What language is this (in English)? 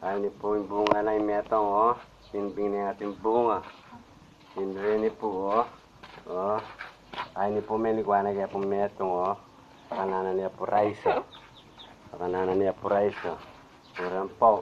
Pampanga